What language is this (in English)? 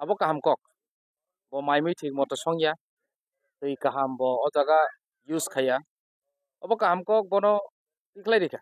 Kok Borok